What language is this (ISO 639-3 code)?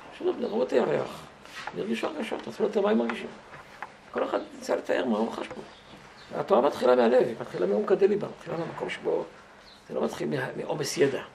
heb